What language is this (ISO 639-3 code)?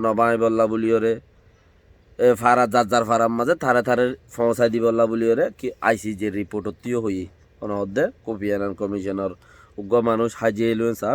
rhg